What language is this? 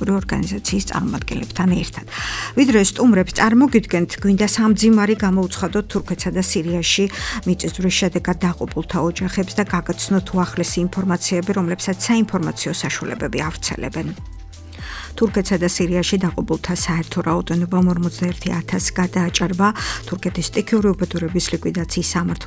Georgian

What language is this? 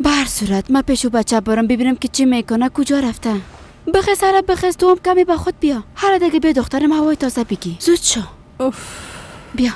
Persian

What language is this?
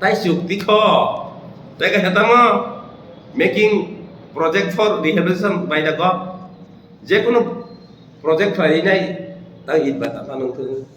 Kok Borok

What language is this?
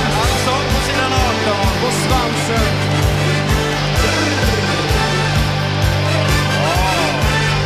Swedish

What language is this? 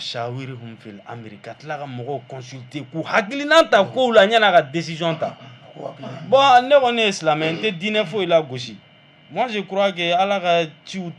Bambara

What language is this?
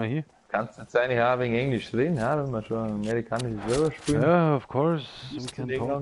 Bavarian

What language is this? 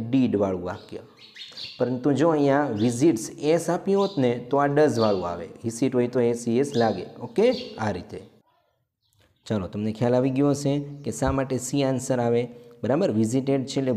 Gujarati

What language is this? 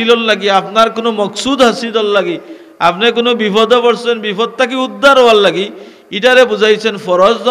Sylheti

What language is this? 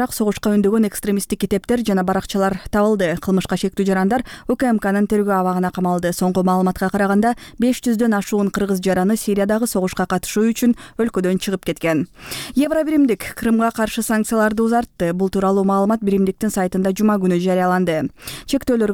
Kyrgyz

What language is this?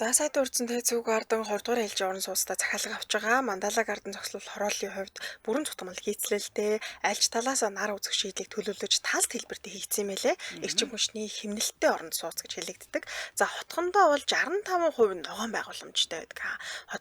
Mongolian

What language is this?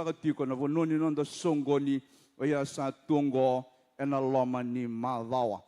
Fijian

